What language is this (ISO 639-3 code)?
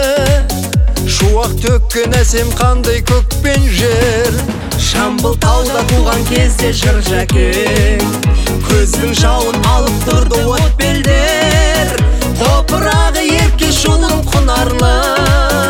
kaz